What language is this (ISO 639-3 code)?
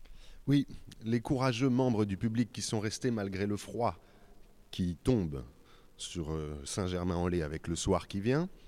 fra